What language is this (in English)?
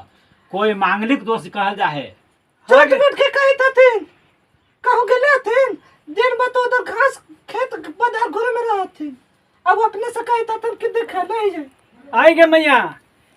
Magahi